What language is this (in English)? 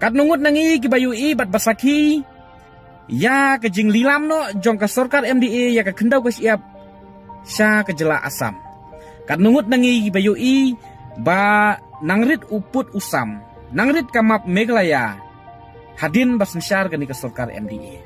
Khasi